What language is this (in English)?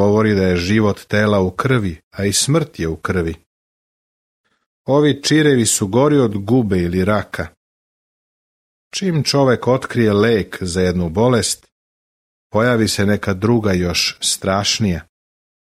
Serbian